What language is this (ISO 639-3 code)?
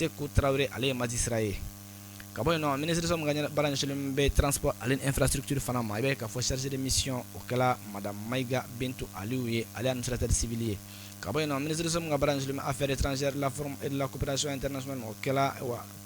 bam